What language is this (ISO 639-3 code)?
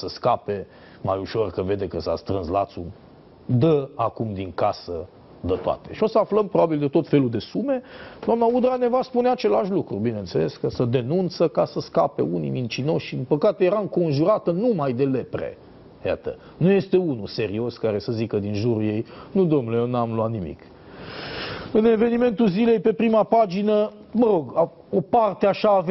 ron